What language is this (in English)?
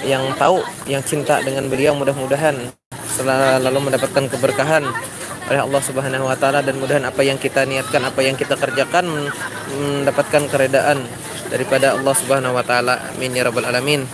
Banjar